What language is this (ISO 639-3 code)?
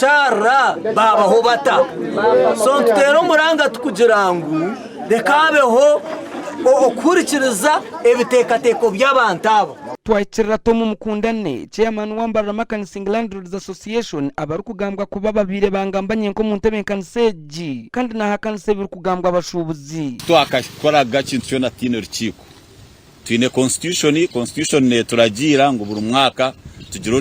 nyn